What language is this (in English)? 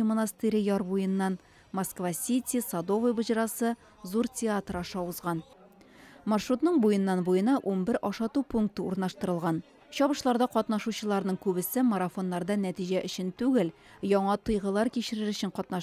Tatar